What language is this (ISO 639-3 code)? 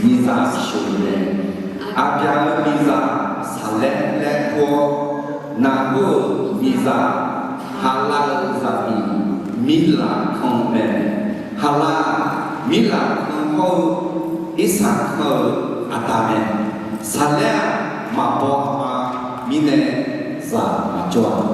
ahk